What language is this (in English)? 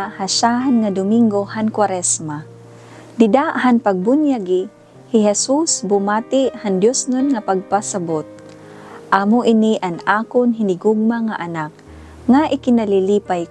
Waray